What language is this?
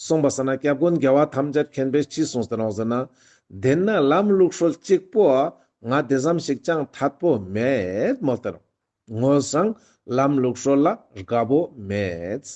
Ladakhi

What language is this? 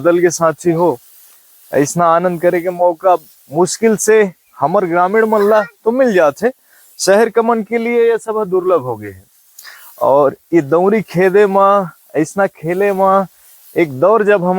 Chhattisgarhi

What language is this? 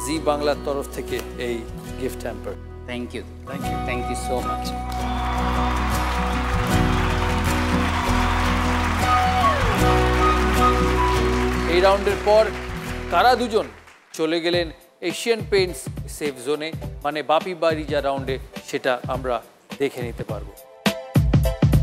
Bangla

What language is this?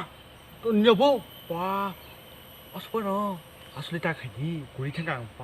Kok Borok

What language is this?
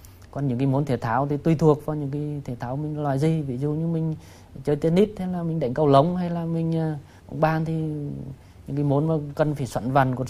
Vietnamese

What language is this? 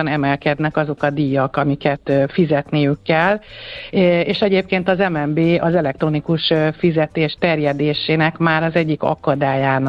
Hungarian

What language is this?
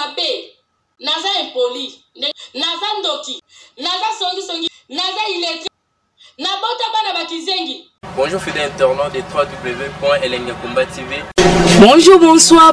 Lingala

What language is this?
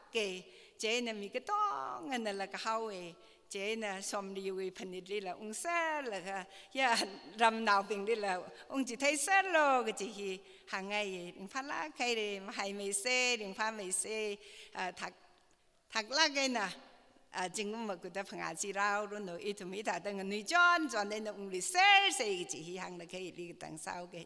Tangkhul Naga (India)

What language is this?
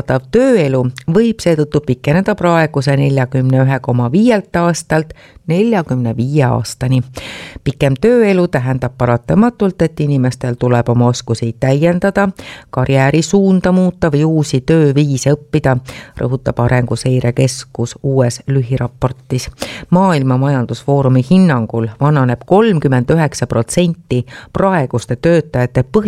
Estonian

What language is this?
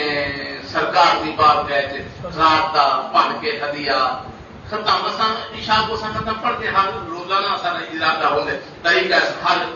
Saraiki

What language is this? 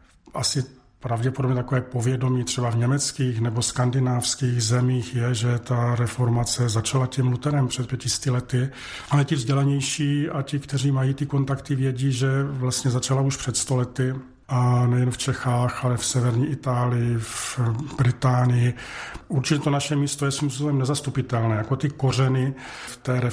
Czech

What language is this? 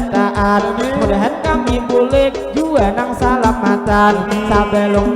Banjar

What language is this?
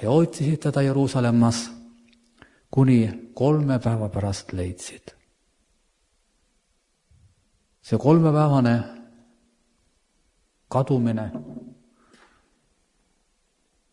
Estonian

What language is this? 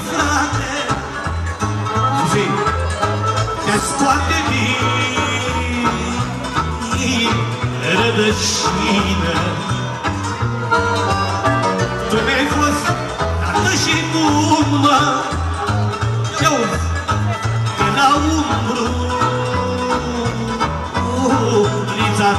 Romanian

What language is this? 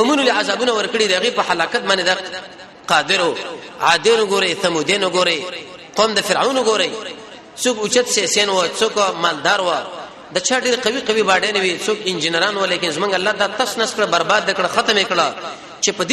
Pashto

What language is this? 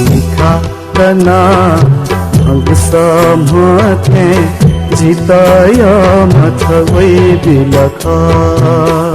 Newari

